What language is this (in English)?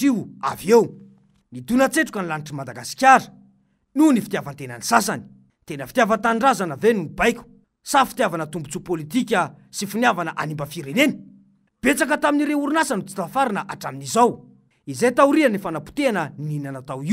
Malagasy